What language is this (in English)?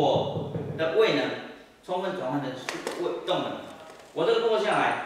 Chinese